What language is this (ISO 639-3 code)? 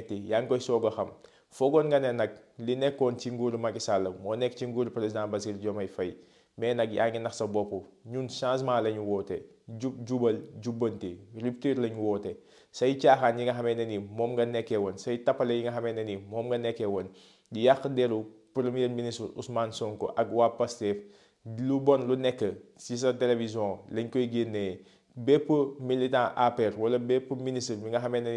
wol